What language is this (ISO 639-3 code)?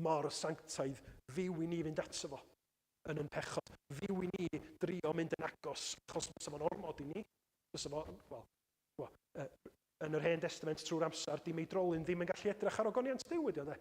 cym